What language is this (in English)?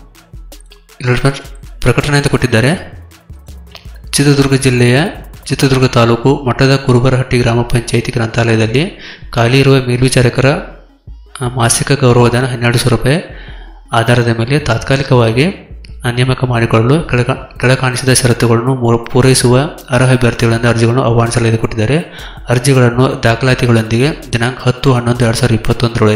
Kannada